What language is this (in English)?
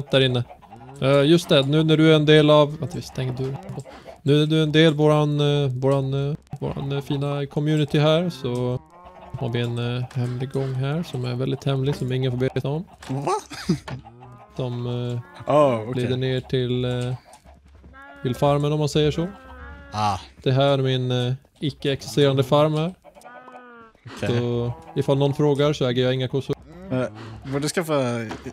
Swedish